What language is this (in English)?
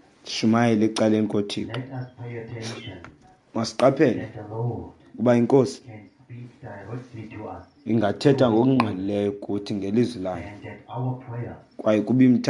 Xhosa